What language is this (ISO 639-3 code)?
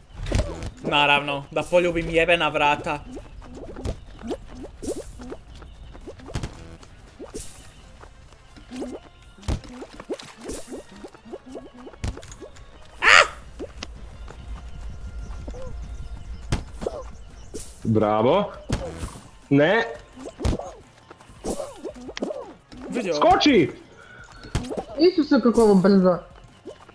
hrv